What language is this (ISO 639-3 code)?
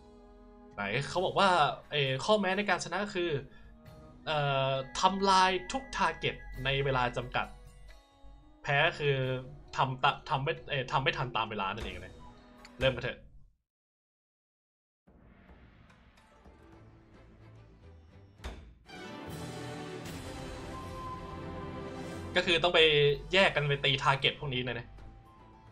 tha